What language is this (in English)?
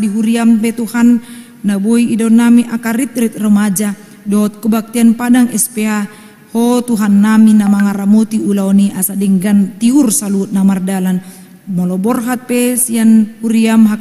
Batak Toba